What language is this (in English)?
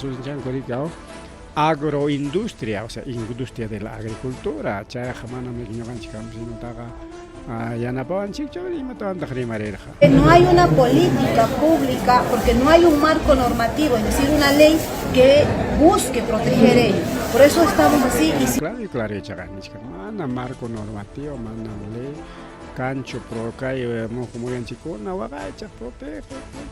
Ayacucho Quechua